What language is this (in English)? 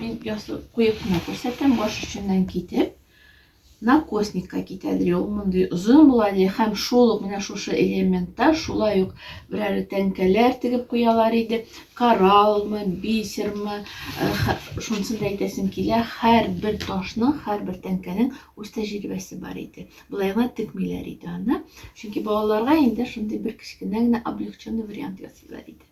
Tatar